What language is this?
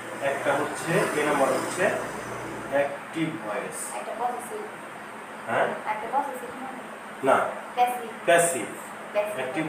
Bangla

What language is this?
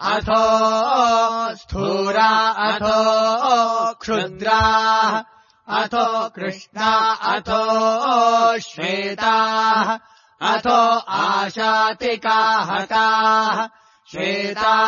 Sanskrit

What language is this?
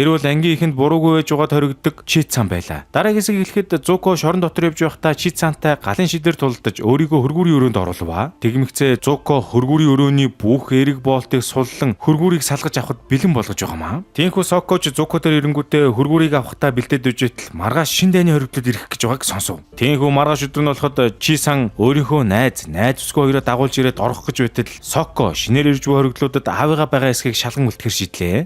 Mongolian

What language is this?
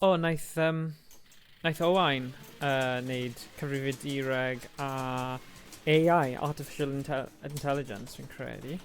Welsh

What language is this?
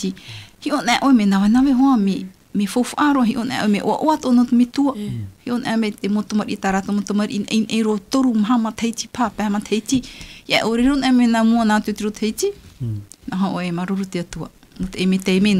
Tahitian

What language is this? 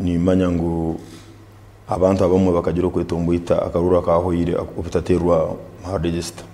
Nyankole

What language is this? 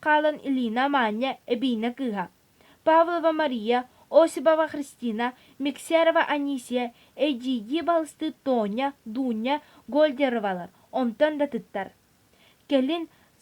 Yakut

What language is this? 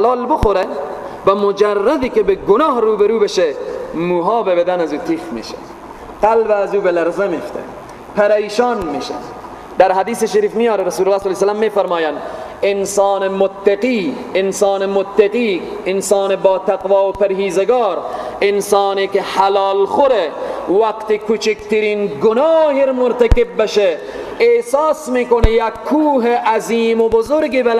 Persian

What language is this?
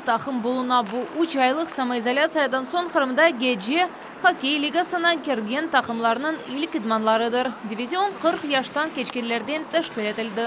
Crimean Tatar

